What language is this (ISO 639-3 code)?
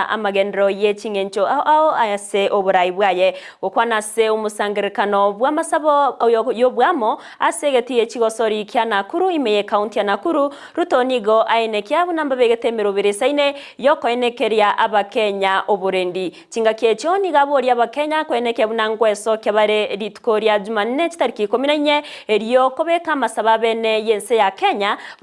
guz